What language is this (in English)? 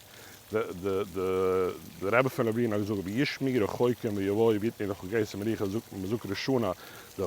Yiddish